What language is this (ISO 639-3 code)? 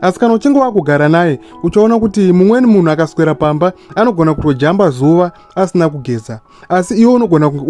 sna